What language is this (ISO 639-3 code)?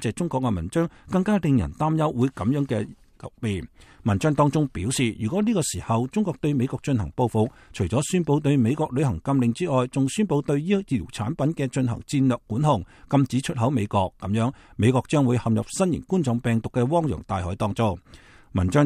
yue